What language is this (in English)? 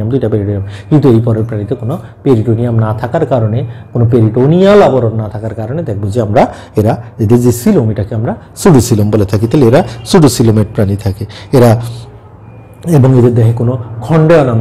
Bangla